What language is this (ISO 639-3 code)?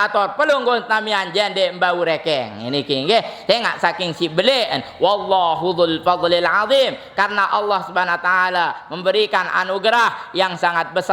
sas